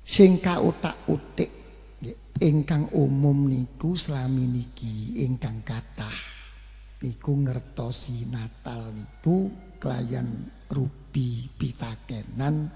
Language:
Javanese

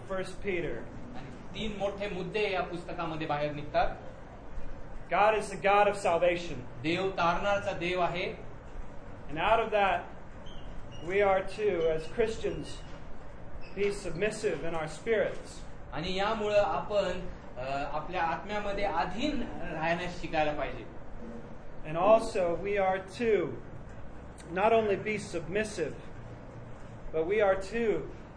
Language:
Marathi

